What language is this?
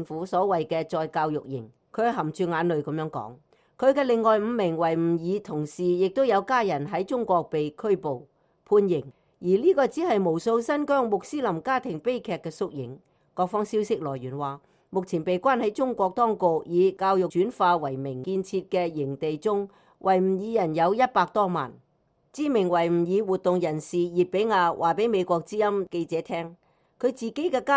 Cantonese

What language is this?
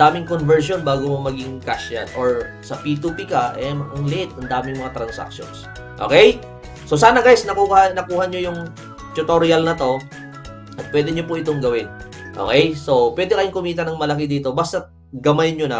Filipino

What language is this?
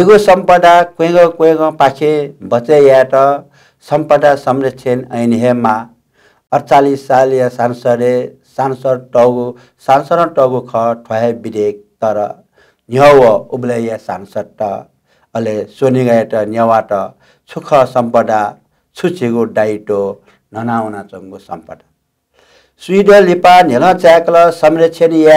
Newari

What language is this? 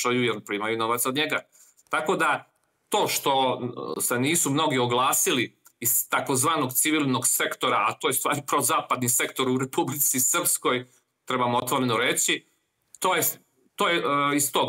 Serbian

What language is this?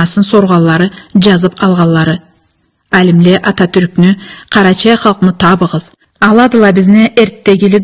Karachay-Balkar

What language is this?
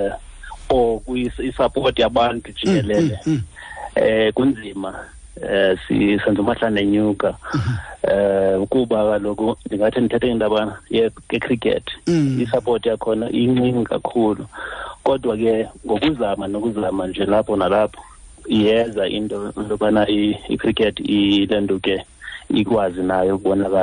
Xhosa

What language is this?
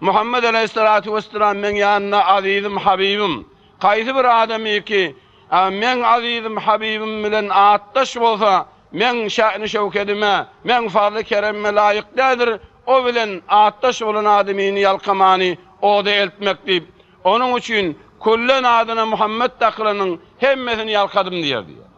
Turkmen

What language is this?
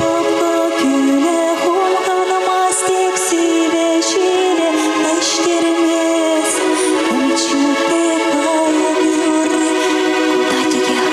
Chuvash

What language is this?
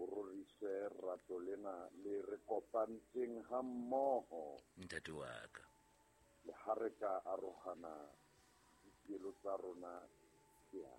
Southern Sotho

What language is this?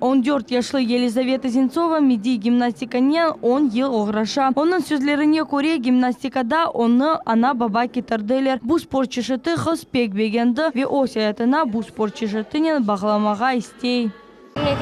Crimean Tatar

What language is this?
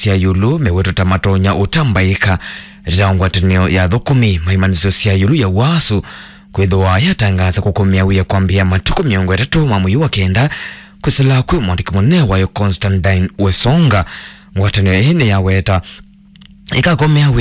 Kamba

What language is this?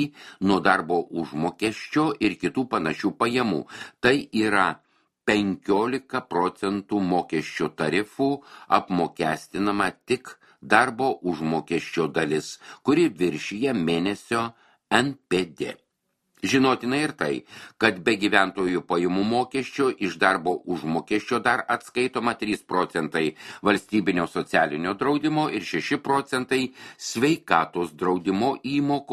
Lithuanian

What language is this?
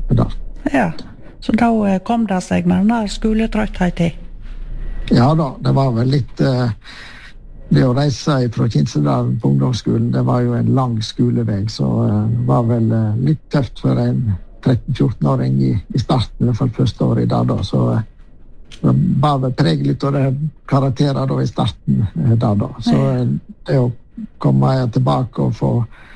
Norwegian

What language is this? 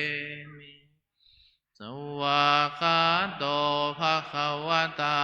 Pali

